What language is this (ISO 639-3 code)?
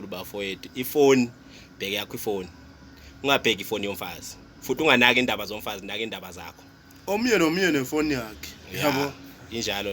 zul